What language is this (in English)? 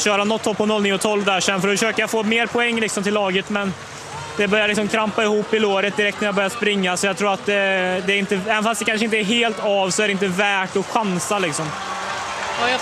Swedish